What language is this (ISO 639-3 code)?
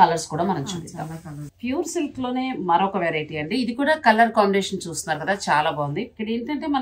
tel